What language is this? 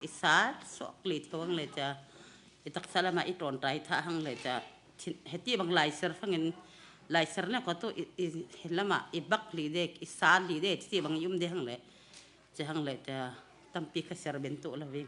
Falam Chin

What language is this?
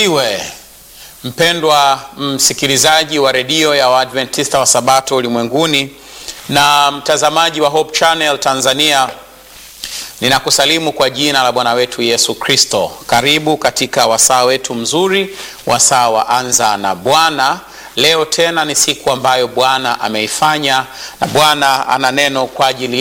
Swahili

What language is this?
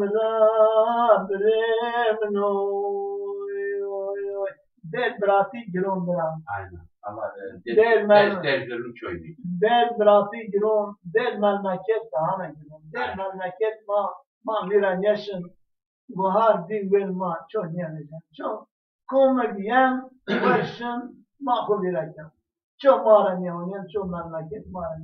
Zaza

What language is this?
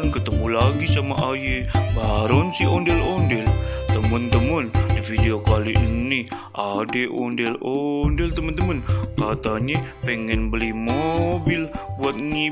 Betawi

